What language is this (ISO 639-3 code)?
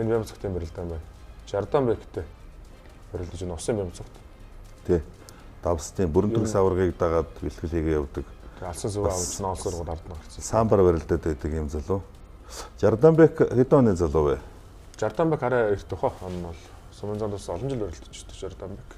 mon